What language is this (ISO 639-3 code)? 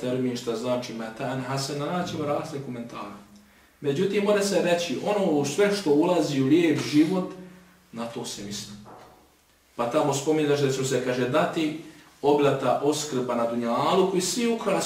bos